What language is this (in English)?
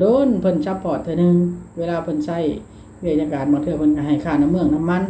Lao